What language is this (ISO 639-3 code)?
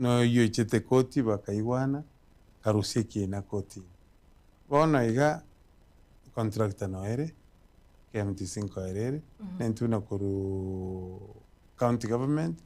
guz